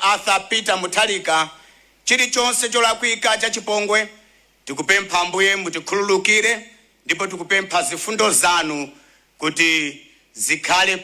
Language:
Nyanja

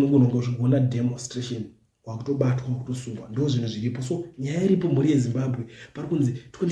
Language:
Shona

